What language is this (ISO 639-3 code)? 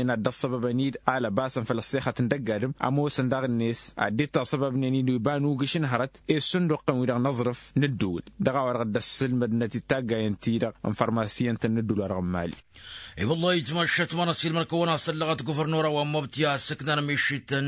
taq